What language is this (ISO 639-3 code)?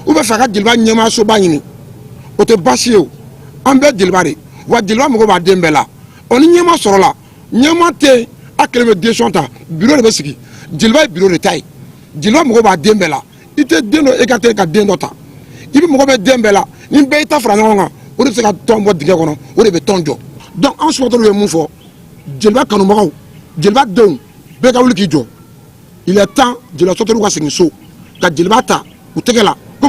bam